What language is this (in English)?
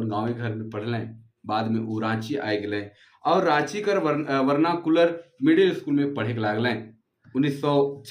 Sadri